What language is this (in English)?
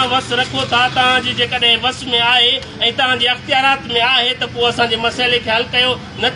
Sindhi